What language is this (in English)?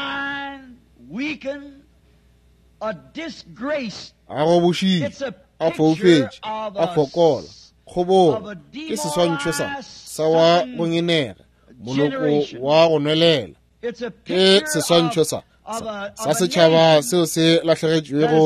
Northern Sotho